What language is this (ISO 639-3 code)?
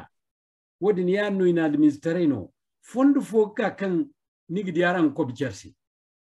dje